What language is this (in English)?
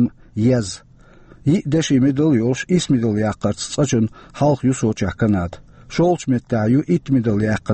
Chechen